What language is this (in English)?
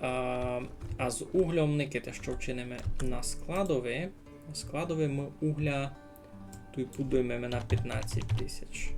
Rusyn